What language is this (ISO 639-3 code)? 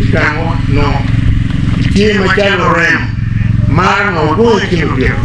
ach